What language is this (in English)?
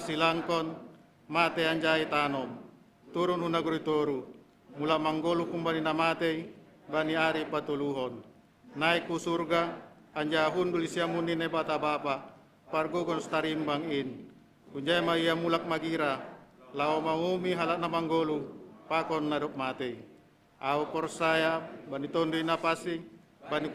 Batak Simalungun